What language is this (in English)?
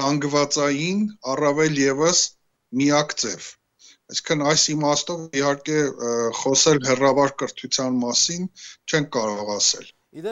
Armenian